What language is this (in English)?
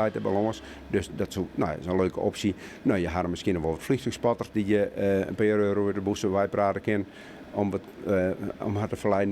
Western Frisian